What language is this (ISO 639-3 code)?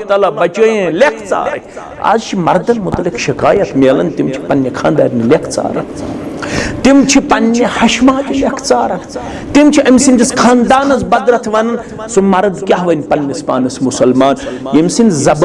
kas